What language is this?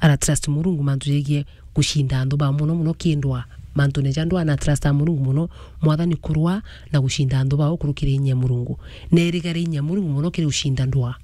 Meru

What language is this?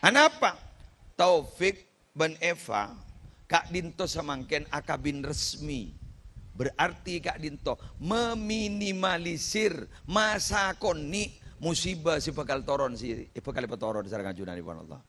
Madurese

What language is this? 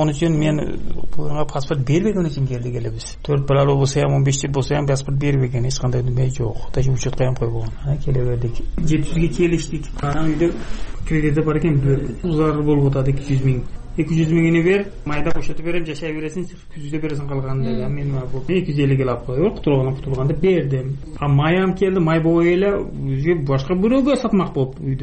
Kyrgyz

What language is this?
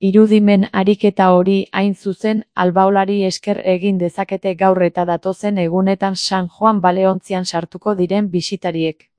Basque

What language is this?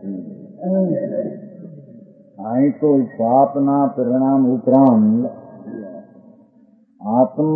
Gujarati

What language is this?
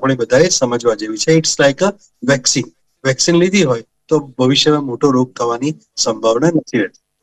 Gujarati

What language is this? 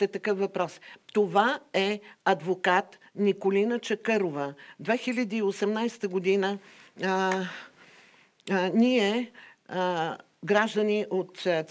Bulgarian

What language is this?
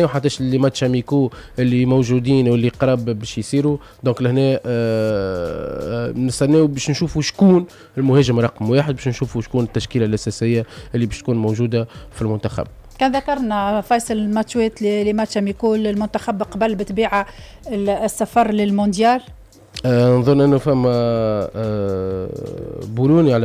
Tunisian Arabic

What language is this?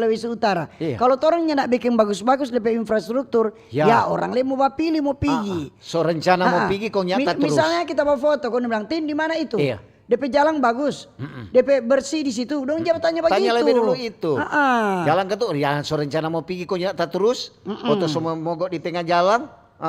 Manado Malay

